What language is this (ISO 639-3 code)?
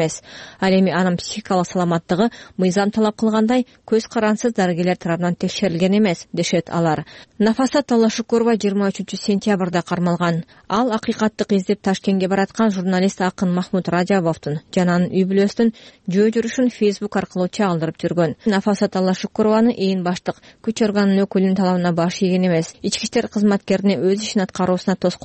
kir